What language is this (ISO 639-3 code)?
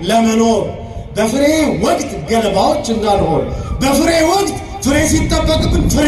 amh